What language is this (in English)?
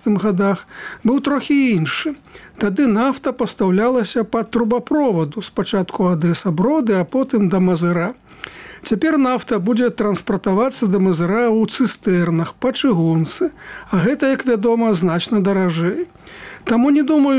Belarusian